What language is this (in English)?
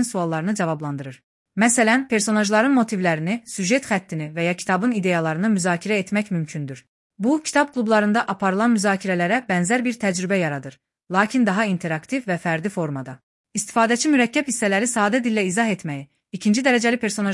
Azerbaijani